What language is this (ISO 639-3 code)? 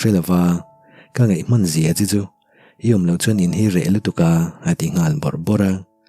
lus